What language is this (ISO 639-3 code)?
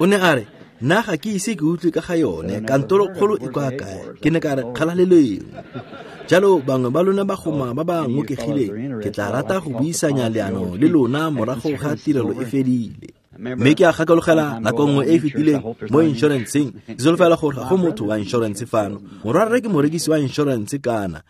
tsn